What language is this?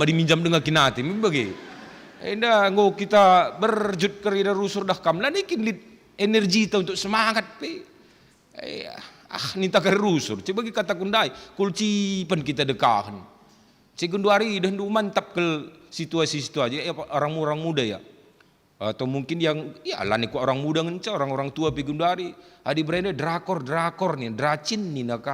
Batak Karo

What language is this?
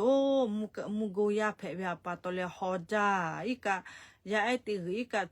Lahu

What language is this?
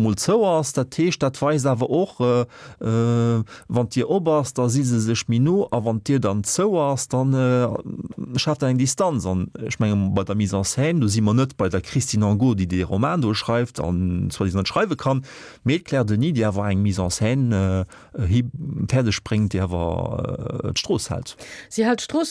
Luxembourgish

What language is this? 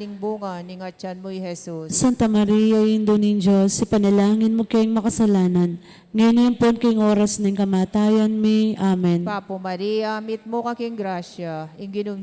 Pampanga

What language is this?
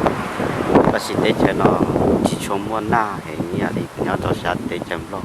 Hmong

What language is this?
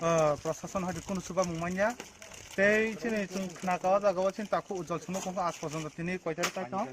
Kok Borok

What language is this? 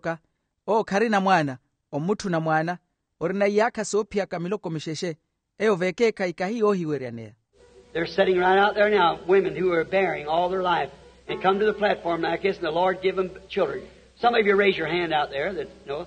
Makhuwa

